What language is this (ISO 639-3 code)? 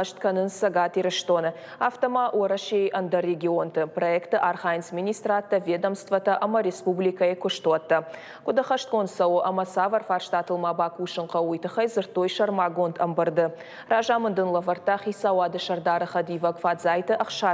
oss